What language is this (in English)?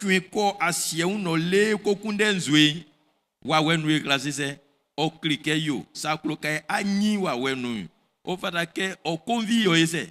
Baoulé